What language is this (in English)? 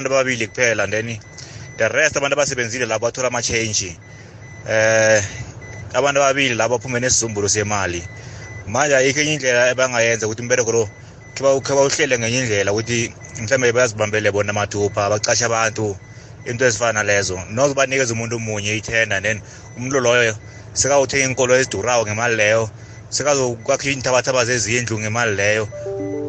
South Ndebele